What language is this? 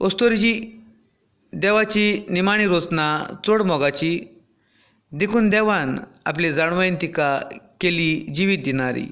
Konkani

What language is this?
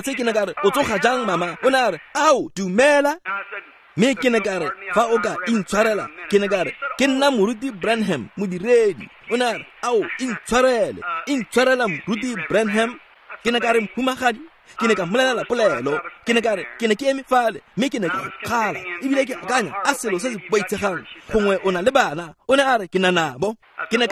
Tswana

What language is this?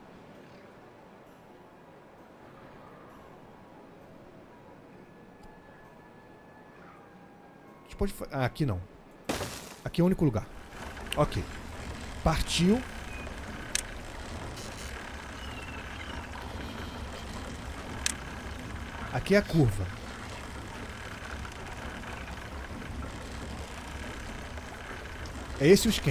Portuguese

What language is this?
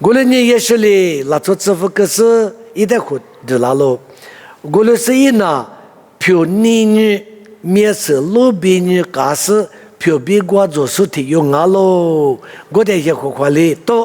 Lisu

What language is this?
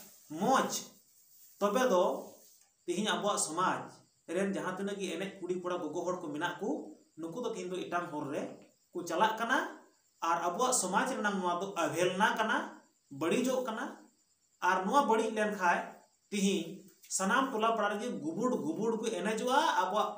Santali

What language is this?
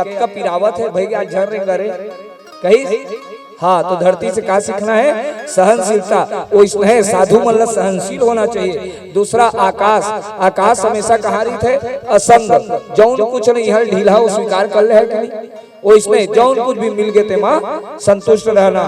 Chhattisgarhi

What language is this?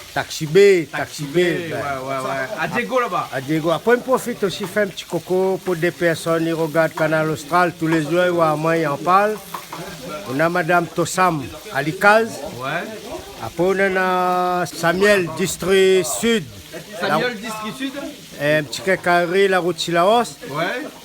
Réunion Creole French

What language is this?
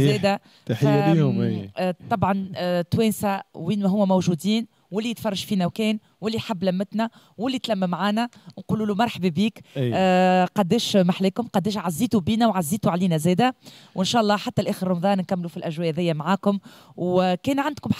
Tunisian Arabic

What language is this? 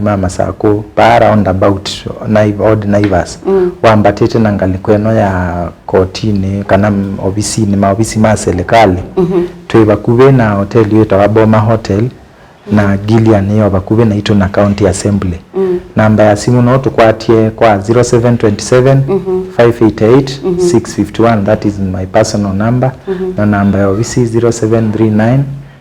Kamba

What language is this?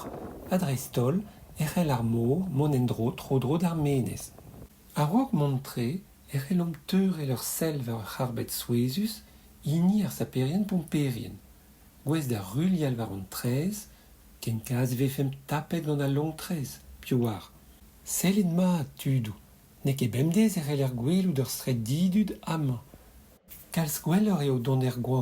Breton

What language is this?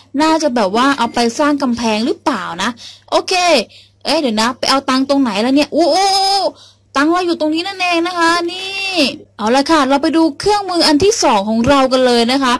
Thai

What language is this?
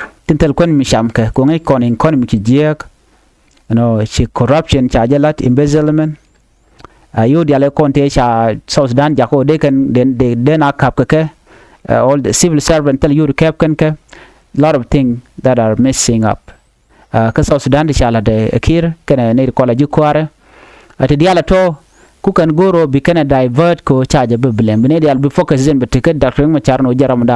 Nuer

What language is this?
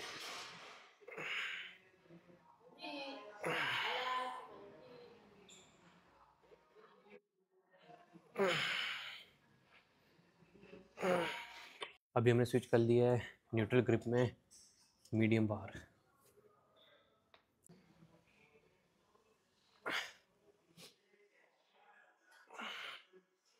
Hindi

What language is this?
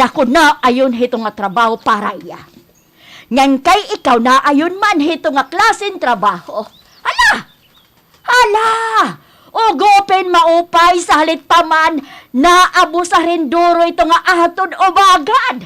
Waray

